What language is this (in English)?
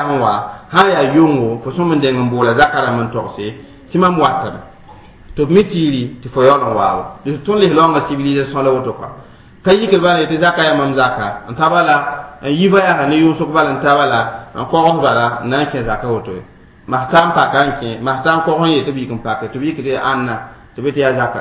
Mossi